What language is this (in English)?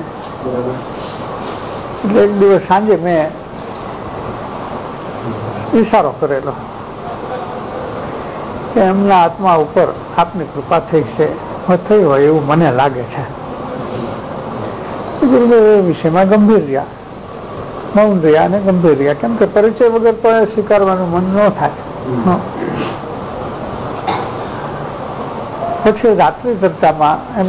Gujarati